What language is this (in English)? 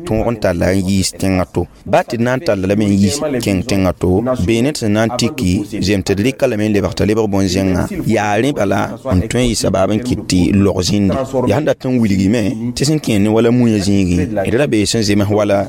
Mossi